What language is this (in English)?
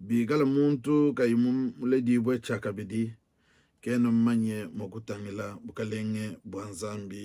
Luba-Lulua